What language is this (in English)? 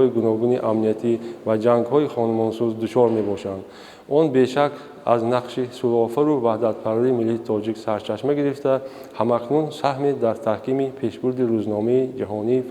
Tajik